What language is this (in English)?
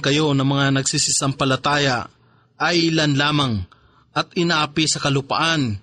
Filipino